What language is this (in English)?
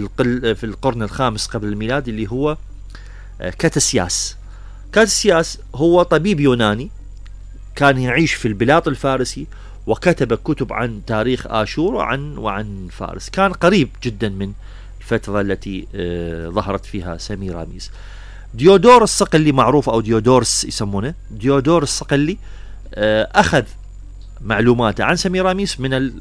Mesopotamian Arabic